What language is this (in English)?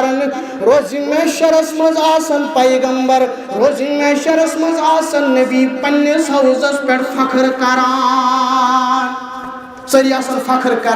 Kashmiri